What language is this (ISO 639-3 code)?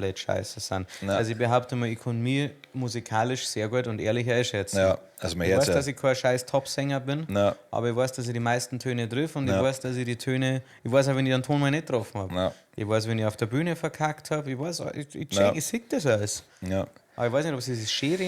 bar